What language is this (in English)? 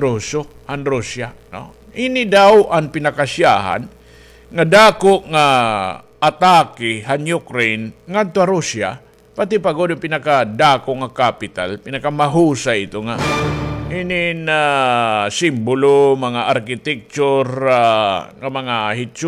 Waray